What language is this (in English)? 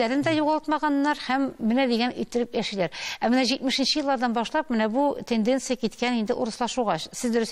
Tatar